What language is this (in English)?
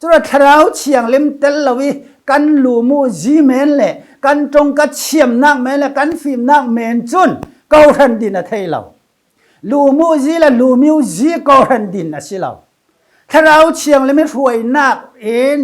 Falam Chin